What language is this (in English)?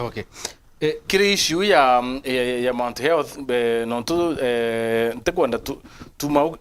Meru